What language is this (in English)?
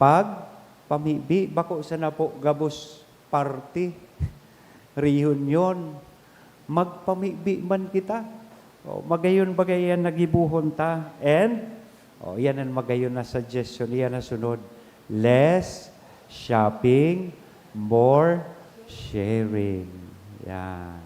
Bikol